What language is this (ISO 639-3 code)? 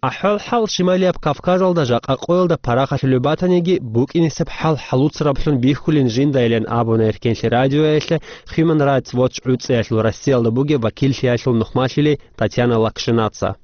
ava